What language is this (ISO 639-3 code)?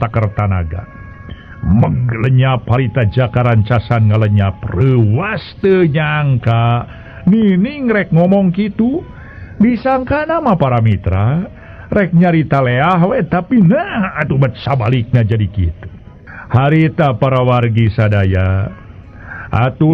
sun